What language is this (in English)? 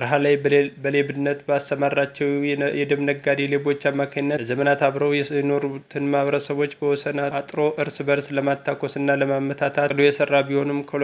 Amharic